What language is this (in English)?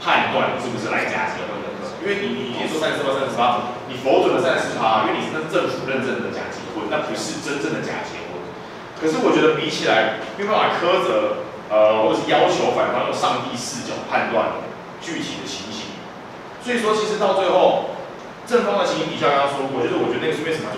Chinese